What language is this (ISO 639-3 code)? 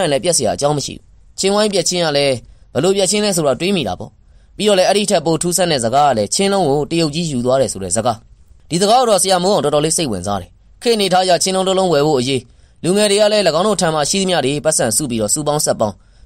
mya